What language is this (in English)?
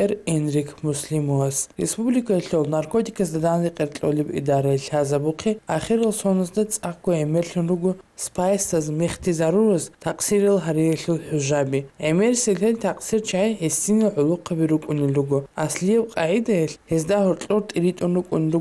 Avaric